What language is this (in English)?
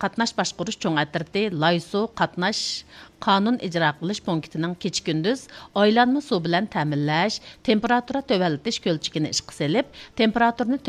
Uyghur